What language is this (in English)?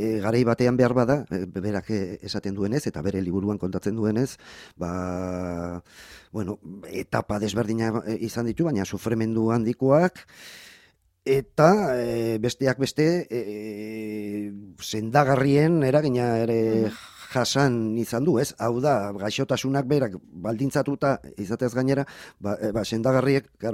Basque